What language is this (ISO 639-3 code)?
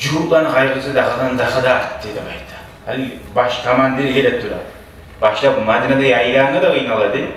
kum